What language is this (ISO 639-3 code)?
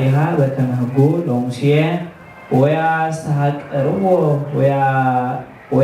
tir